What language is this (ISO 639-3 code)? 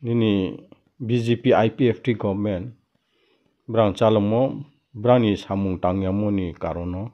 ria